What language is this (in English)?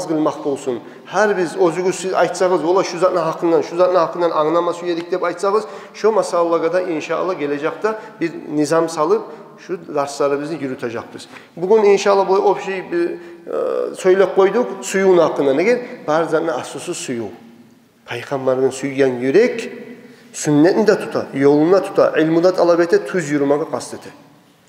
Kumyk